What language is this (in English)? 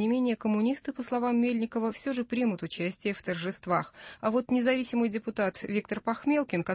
Russian